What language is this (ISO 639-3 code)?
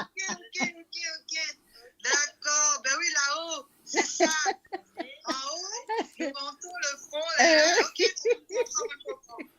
mfe